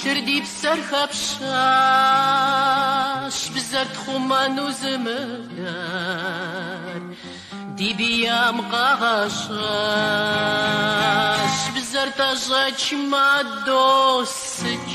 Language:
Kabardian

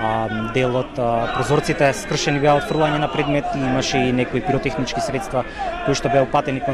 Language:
Macedonian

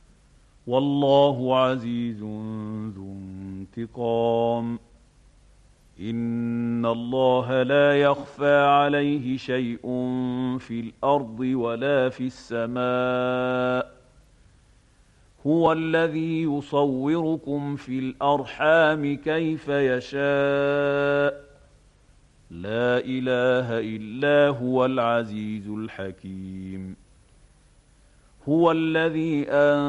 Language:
Arabic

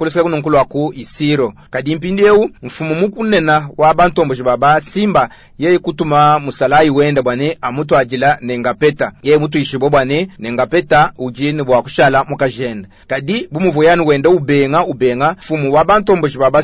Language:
Luba-Lulua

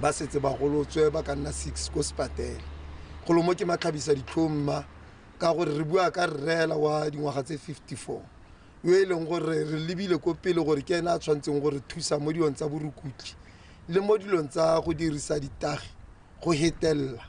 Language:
Tswana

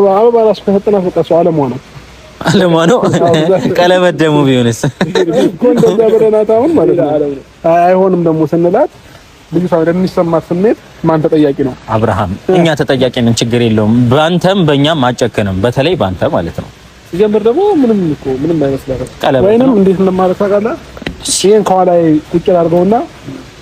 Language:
Amharic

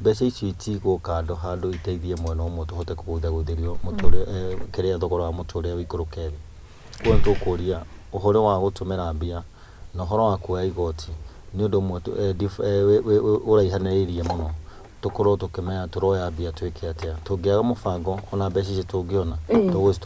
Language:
Kikuyu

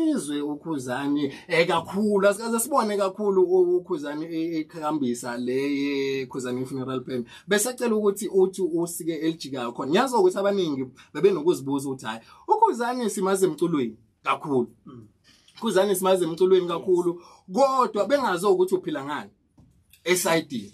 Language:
Zulu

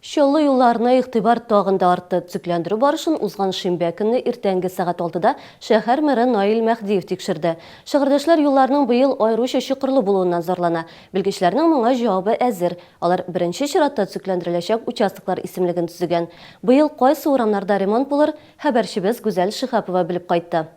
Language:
Tatar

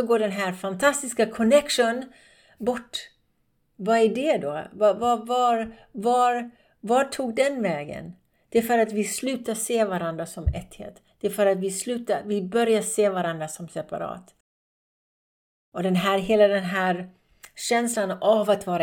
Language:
Swedish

